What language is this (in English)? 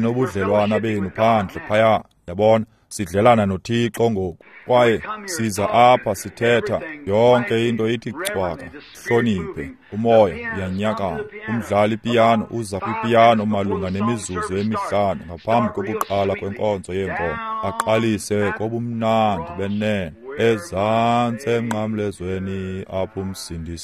Xhosa